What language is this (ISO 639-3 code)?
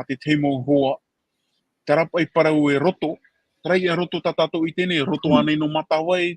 tah